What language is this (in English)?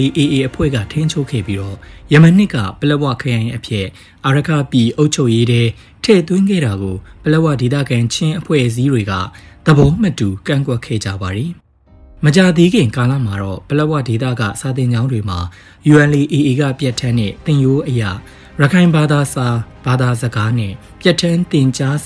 Burmese